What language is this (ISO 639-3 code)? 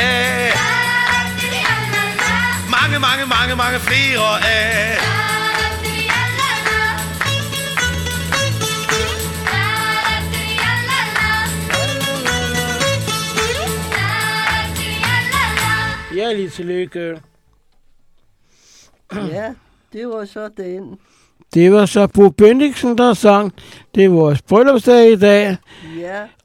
dan